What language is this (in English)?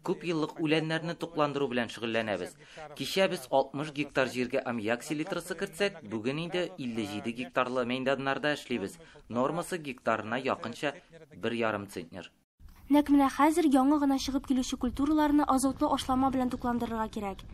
Tatar